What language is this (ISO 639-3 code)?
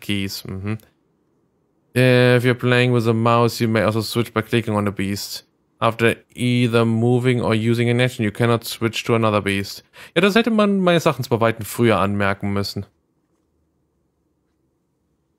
deu